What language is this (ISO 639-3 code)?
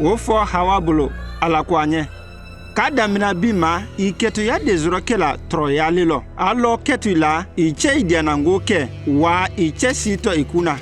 mku